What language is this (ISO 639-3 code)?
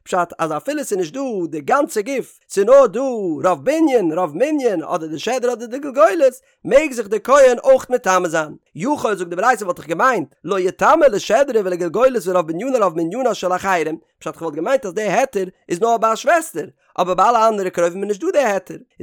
yid